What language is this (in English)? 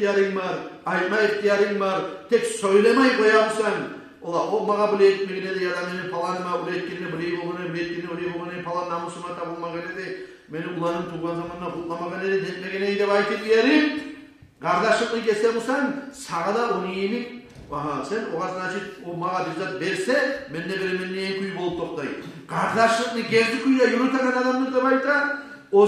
Kumyk